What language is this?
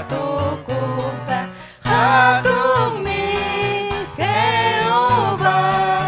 Ayacucho Quechua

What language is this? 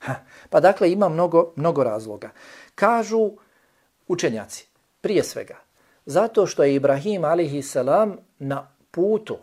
Bosnian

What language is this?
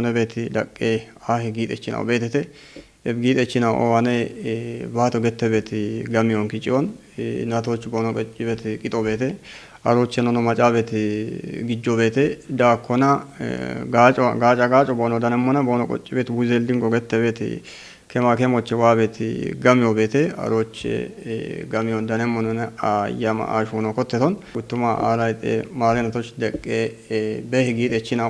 Kafa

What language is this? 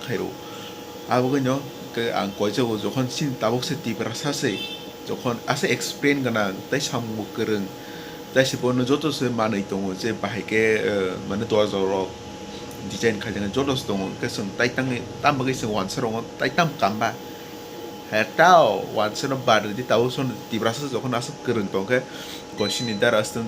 Kok Borok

